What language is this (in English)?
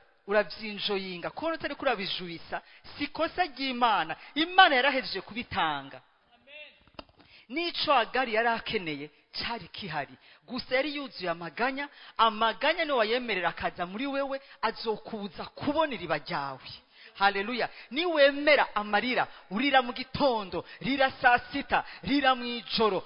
Rundi